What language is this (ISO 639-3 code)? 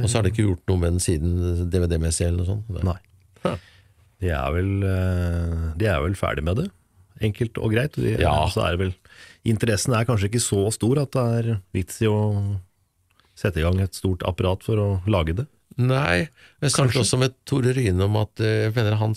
nor